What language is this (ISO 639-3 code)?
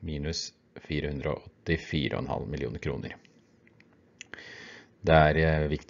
nor